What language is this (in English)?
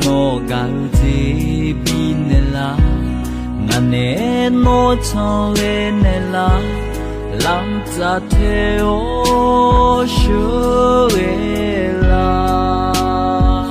Akha